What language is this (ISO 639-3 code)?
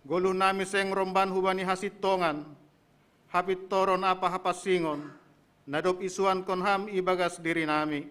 bts